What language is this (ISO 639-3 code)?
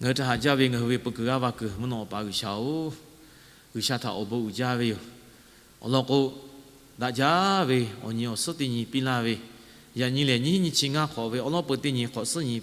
lhu